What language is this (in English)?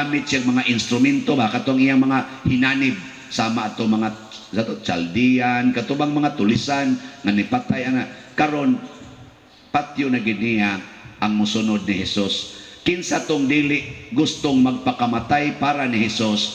Cebuano